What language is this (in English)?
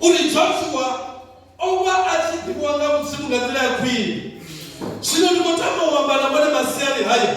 Venda